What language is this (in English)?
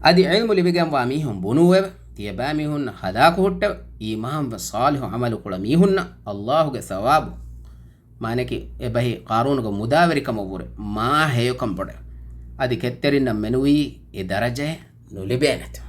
Divehi